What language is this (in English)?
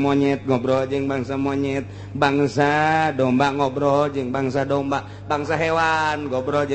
Sundanese